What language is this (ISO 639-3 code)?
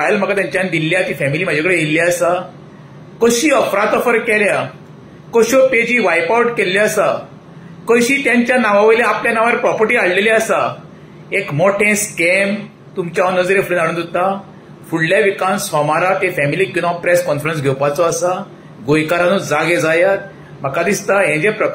kok